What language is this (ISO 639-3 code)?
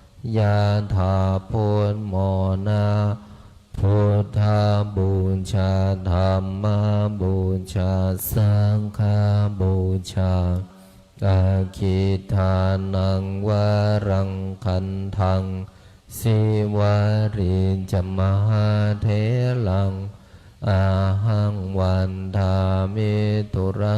pli